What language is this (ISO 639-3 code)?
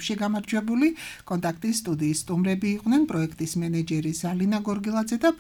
kat